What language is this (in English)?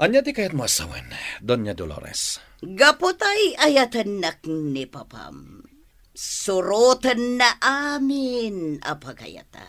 Iloko